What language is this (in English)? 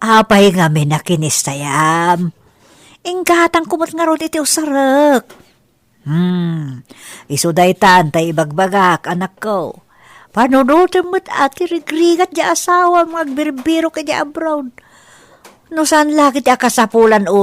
Iloko